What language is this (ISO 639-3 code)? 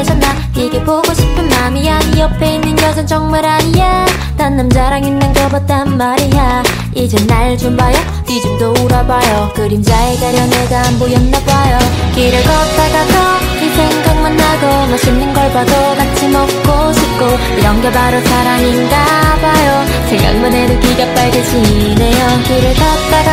kor